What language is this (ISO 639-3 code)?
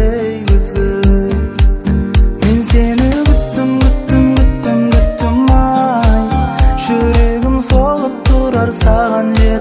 kaz